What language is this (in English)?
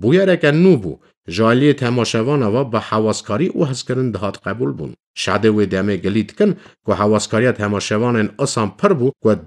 Kurdish